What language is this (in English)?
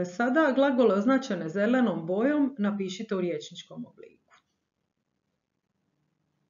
Croatian